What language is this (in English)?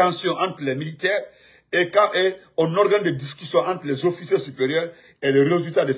French